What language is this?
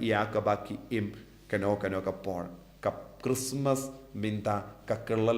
Khasi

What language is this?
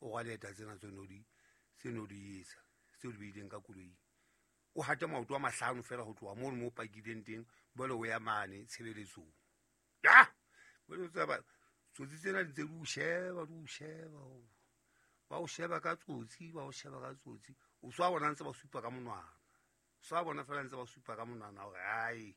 Southern Sotho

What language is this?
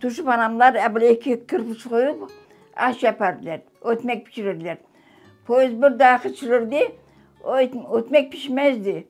Crimean Tatar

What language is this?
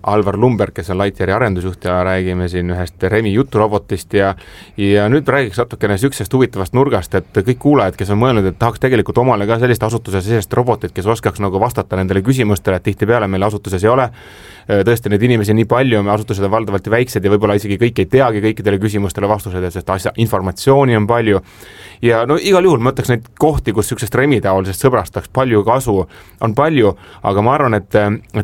Estonian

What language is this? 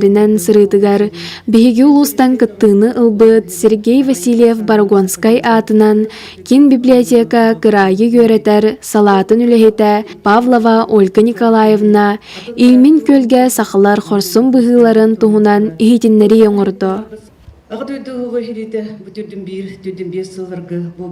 Yakut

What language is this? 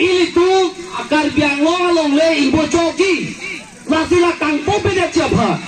Karbi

